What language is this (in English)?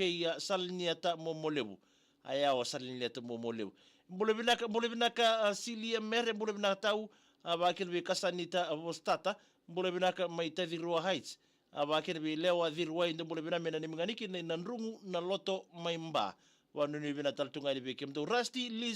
Fijian